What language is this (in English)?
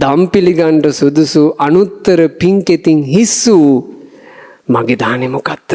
Sinhala